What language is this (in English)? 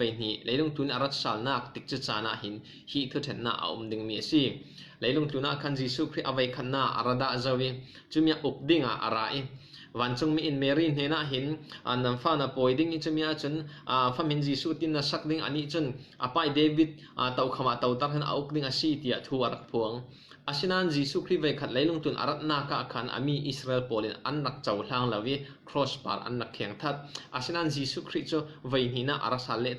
Falam Chin